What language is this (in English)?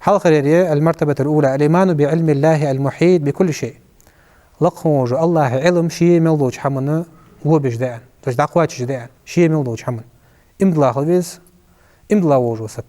Ingush